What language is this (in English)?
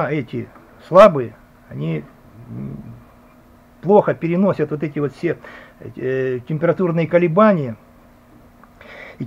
Russian